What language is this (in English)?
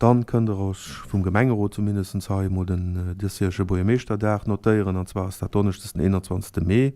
Luxembourgish